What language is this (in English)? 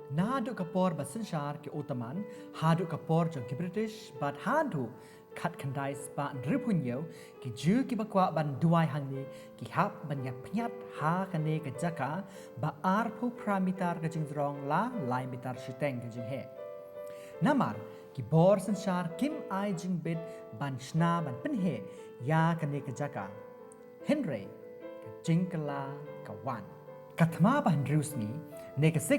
Khasi